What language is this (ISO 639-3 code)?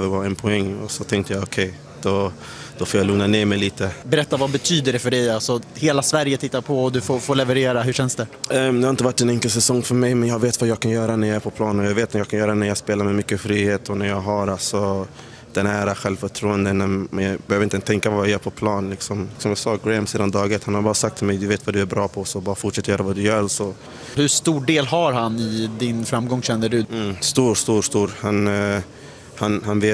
swe